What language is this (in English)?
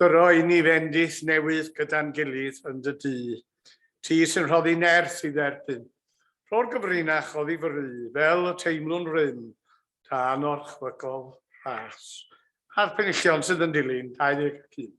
Welsh